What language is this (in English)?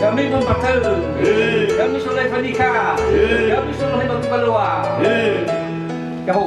Nias